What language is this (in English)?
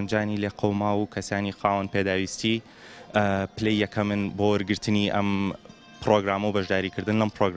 Central Kurdish